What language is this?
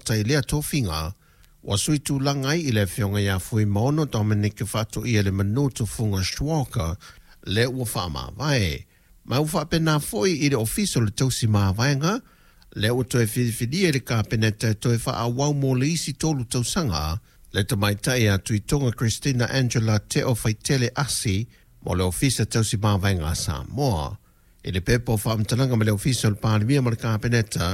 Samoan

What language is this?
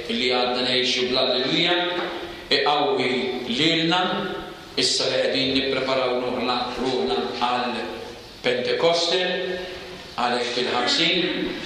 Maltese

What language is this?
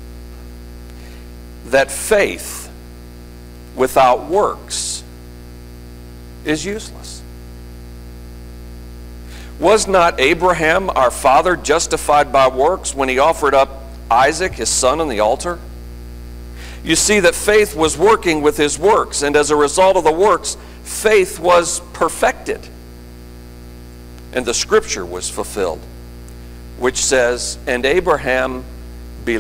English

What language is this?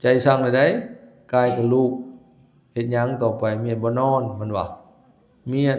Lao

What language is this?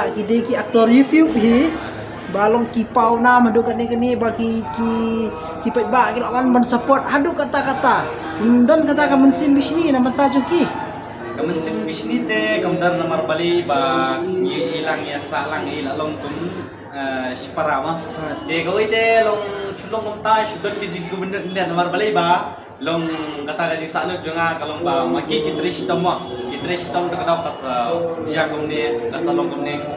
Khasi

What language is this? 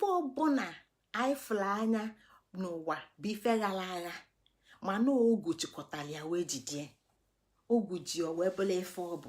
Igbo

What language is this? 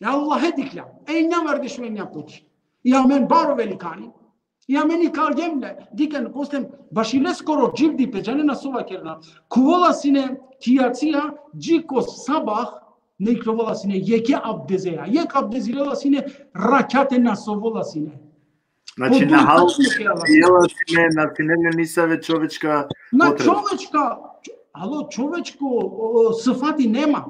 Balkan Romani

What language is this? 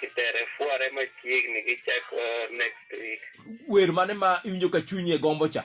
Luo (Kenya and Tanzania)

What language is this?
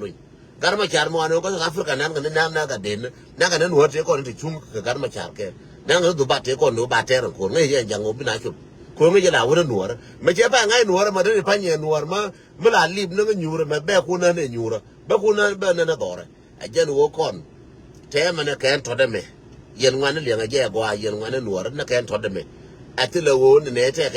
Nuer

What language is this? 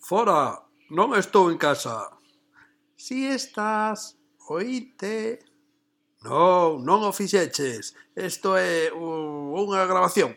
Galician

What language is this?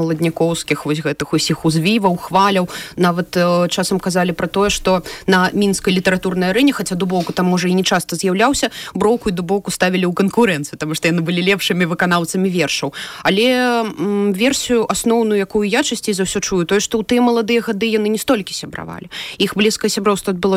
Belarusian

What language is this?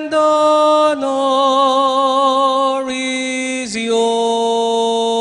Pampanga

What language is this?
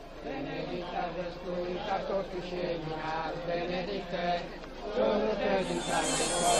Sardinian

